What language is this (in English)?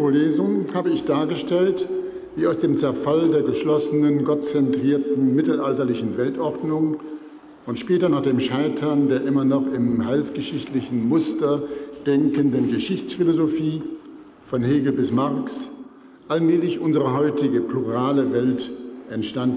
German